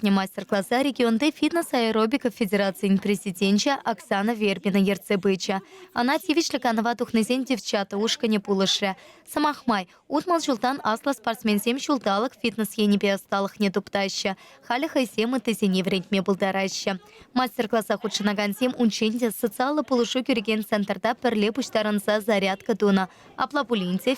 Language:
Chuvash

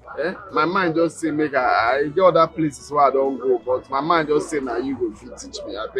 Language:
Nigerian Pidgin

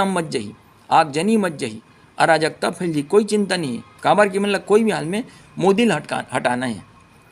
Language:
Chhattisgarhi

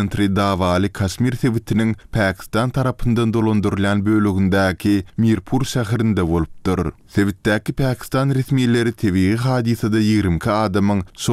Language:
Turkmen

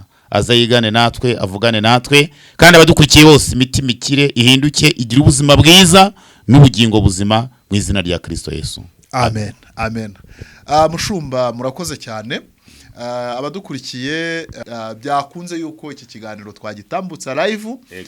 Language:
Kinyarwanda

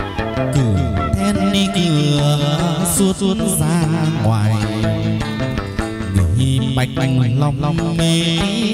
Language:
Vietnamese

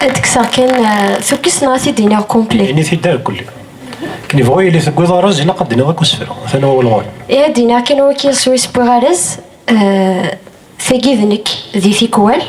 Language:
Kabyle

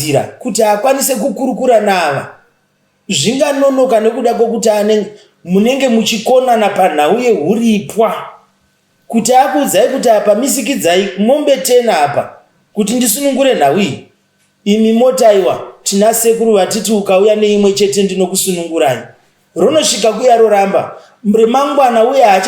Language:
Shona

